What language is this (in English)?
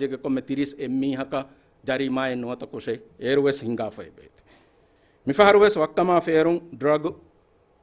Divehi